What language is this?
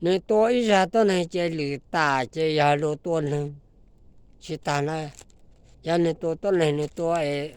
Hmong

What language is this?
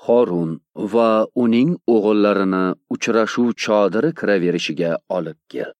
Uzbek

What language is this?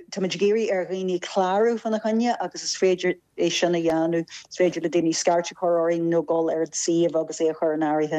Irish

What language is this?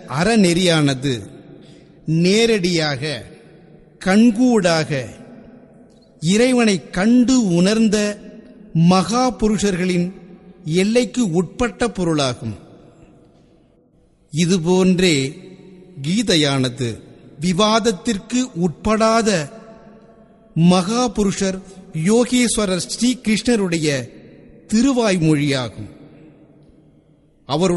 Tamil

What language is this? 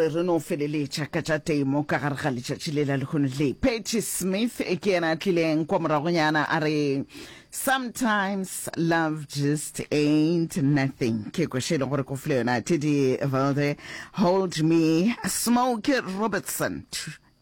Northern Sotho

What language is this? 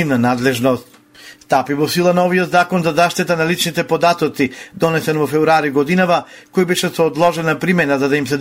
Macedonian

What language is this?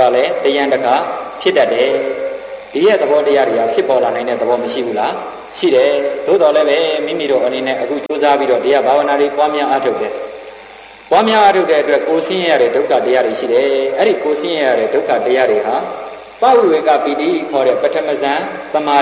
Burmese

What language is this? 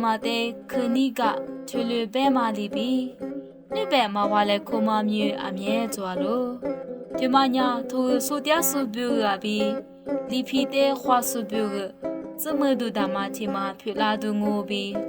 Lisu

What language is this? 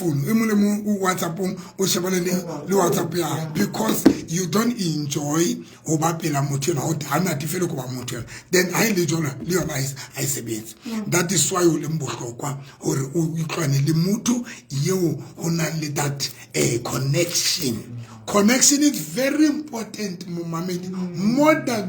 Southern Sotho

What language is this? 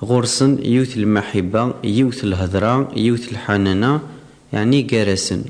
Kabyle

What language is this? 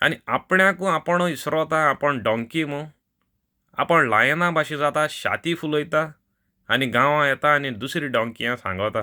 Konkani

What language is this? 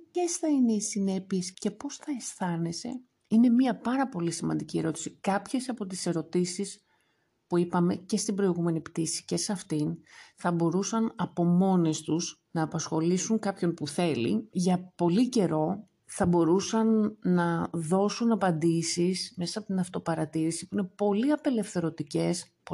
Greek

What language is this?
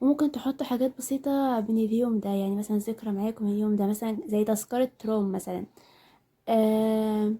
Egyptian Arabic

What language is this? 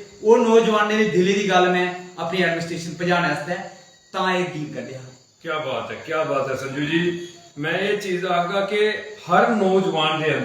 Dogri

